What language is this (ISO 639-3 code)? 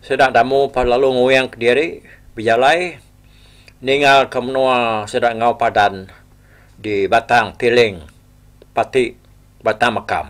iba